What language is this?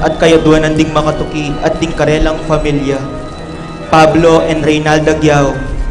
Pampanga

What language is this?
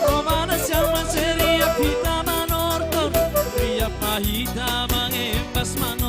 Batak Simalungun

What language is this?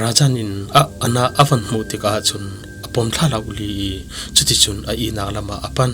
Falam Chin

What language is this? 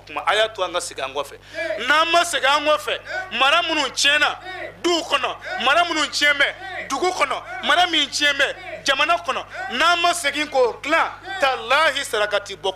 Bambara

